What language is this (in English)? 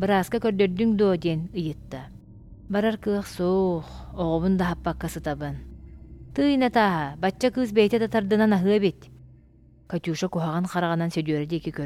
Yakut